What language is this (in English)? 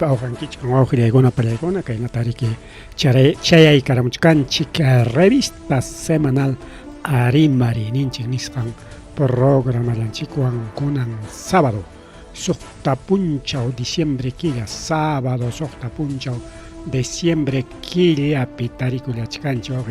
Ayacucho Quechua